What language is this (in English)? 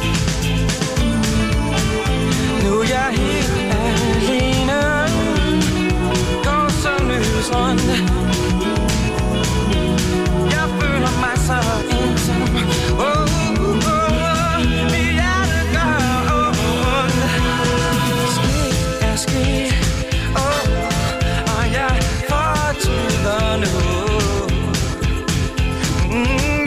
Danish